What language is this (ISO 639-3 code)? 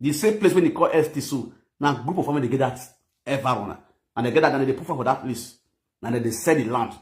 pcm